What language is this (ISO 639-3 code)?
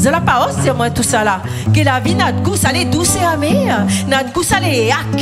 rcf